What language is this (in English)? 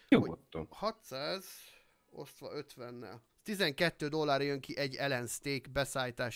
Hungarian